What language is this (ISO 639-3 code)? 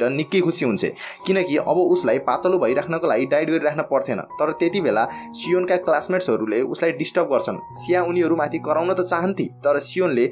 nep